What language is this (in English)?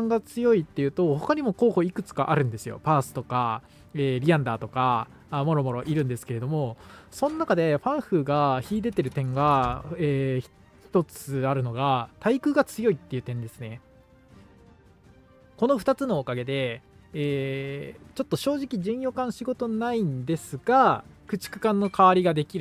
Japanese